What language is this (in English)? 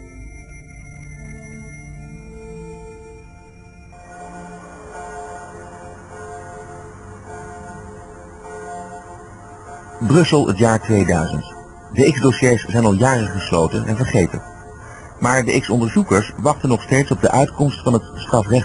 Dutch